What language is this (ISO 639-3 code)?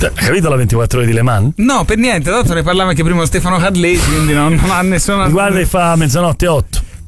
ita